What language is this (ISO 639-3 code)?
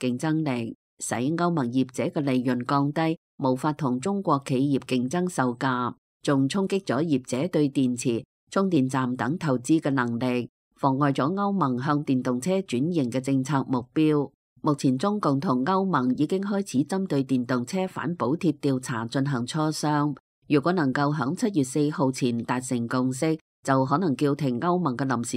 yue